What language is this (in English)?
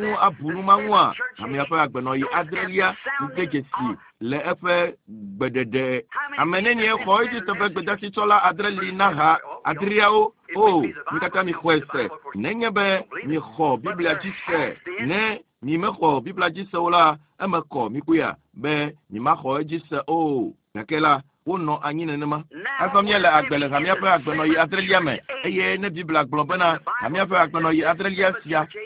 Ewe